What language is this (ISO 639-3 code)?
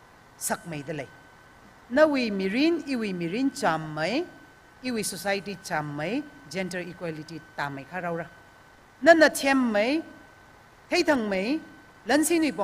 nmf